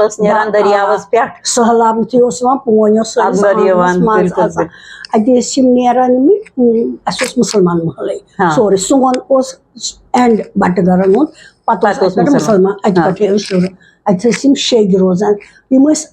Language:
Kashmiri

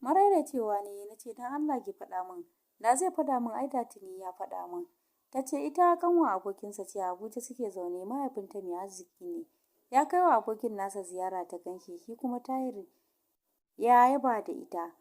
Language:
Hausa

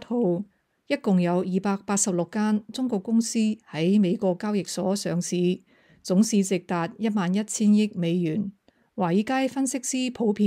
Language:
Cantonese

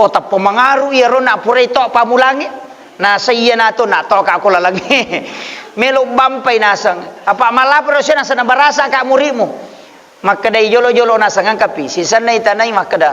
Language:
Buginese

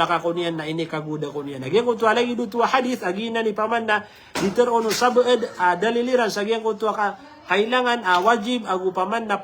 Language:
Maranao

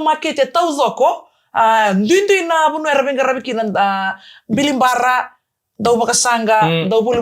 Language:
Fijian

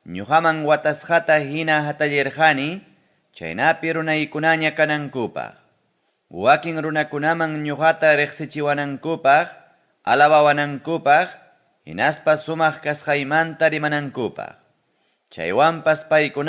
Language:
Ayacucho Quechua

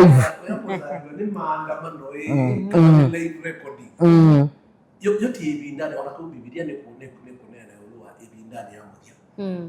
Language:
Kamba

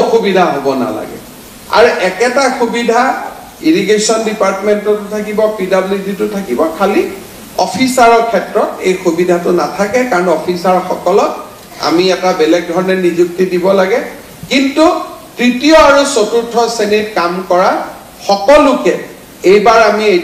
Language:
Assamese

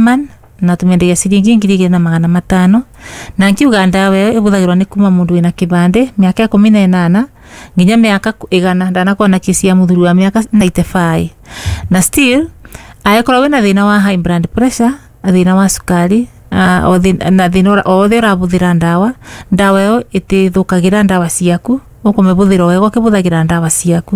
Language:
Kikuyu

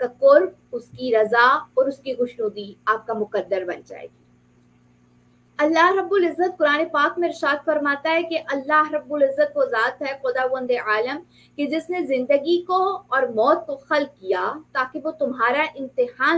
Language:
Urdu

